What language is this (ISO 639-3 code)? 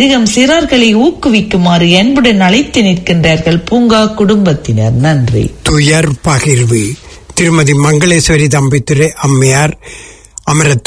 tam